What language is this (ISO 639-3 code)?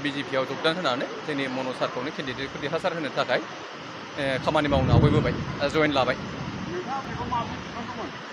brx